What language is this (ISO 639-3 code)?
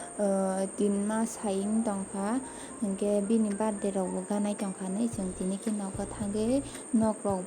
trp